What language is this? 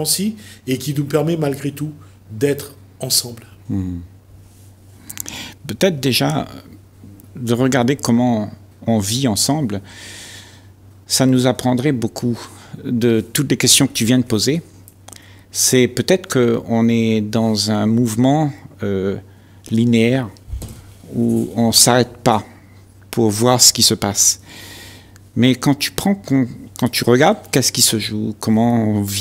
French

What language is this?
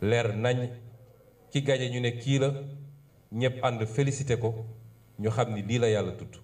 Wolof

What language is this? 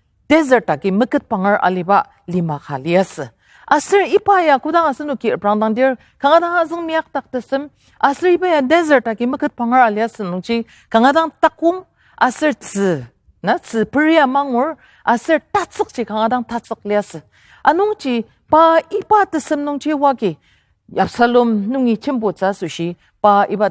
Ao Naga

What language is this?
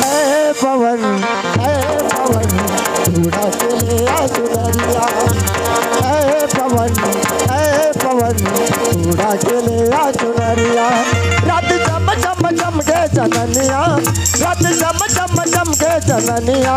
Chhattisgarhi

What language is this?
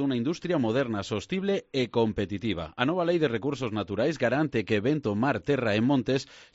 Galician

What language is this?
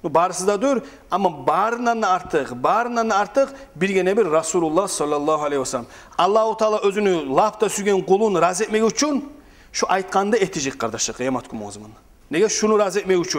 Kumyk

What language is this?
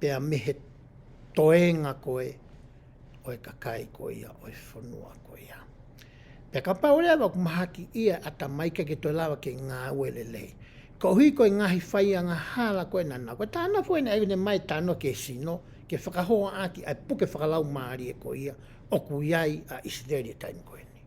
Tongan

